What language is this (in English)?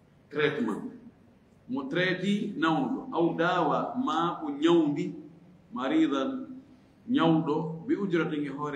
Fula